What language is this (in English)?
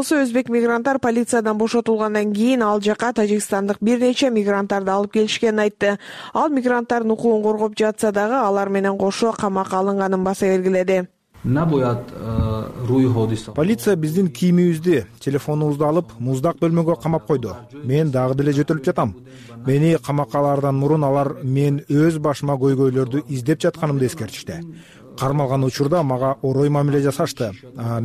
Kyrgyz